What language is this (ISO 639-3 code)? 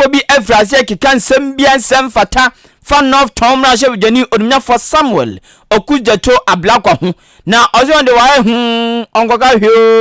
aka